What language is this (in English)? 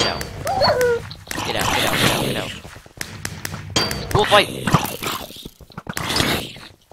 English